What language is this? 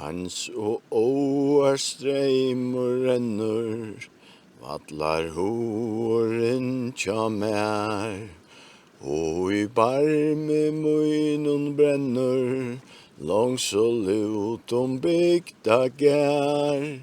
Faroese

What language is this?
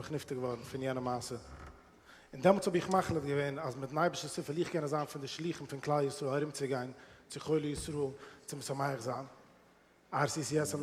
Yiddish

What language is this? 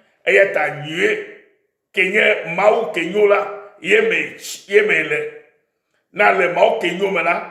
Ewe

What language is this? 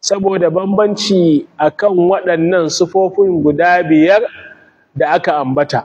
Hausa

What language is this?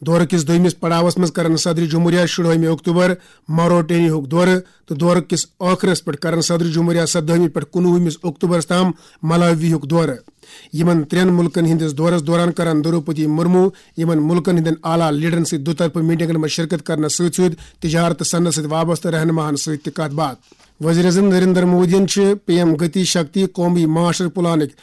Kashmiri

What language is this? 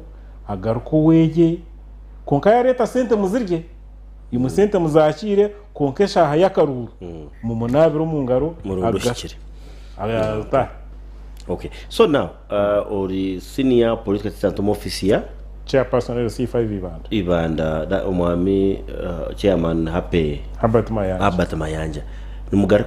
Nyankole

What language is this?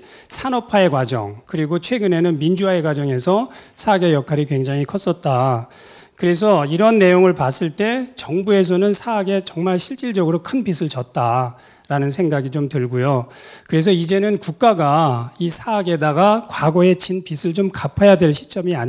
Korean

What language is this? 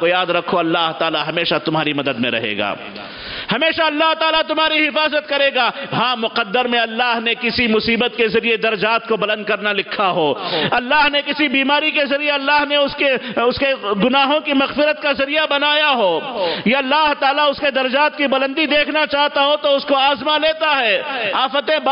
Urdu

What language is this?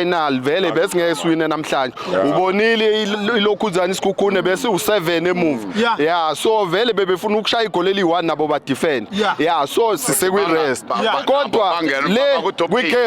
Zulu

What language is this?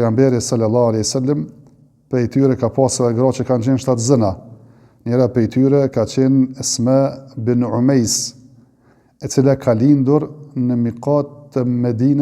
Albanian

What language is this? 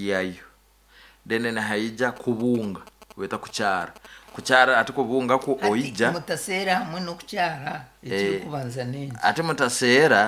Nyankole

